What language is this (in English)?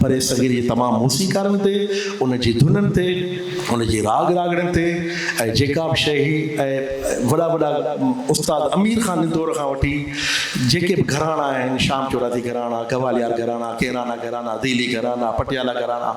Sindhi